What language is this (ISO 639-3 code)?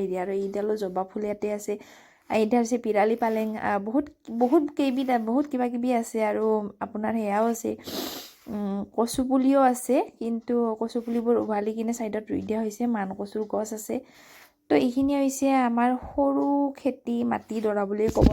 asm